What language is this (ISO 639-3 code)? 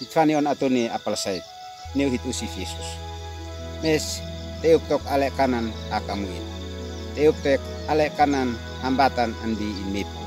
aoz